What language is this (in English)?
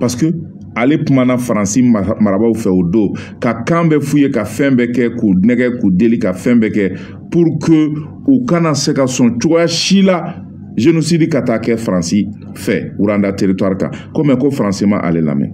Bambara